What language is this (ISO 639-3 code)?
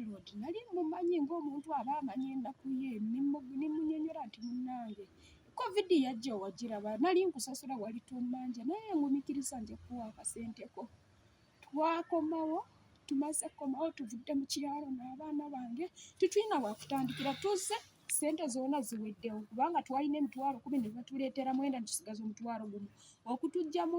lug